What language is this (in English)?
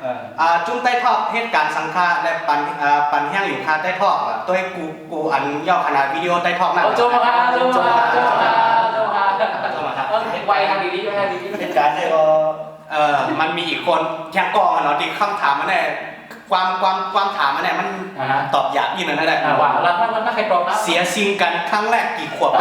Shan